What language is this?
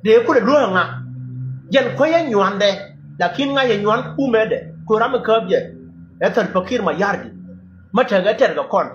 Nuer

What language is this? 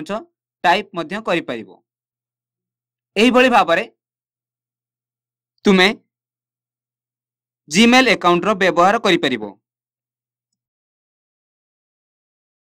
Odia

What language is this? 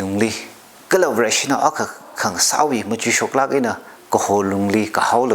Tangkhul Naga (India)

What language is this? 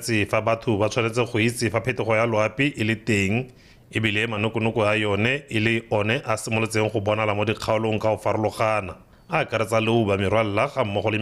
Tswana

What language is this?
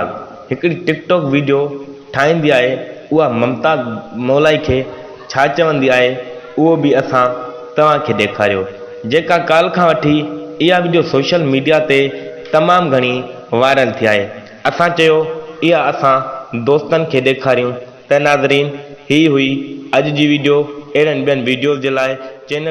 Sindhi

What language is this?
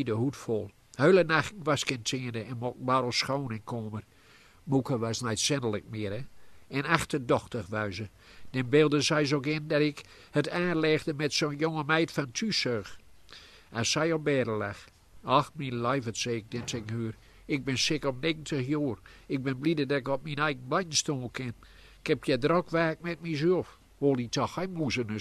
Gronings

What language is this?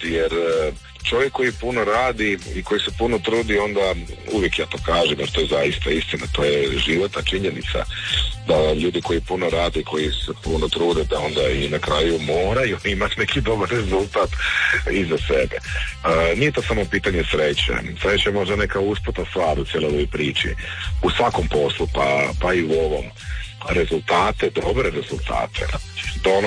Croatian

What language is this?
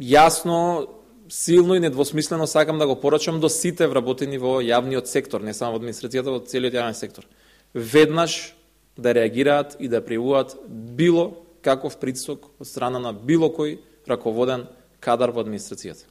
Macedonian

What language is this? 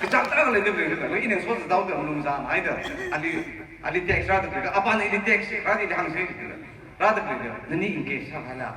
Tangkhul Naga (India)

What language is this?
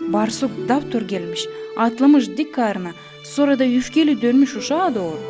Gagauz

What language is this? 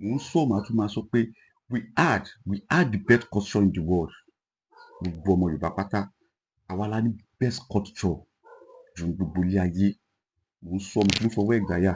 Yoruba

